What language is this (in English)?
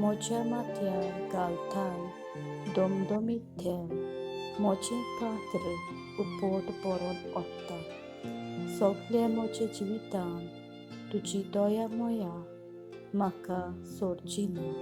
Konkani